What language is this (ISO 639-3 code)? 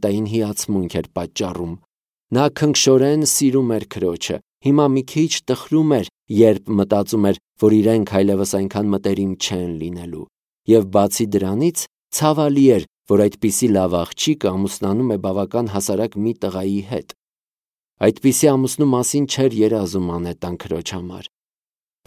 hye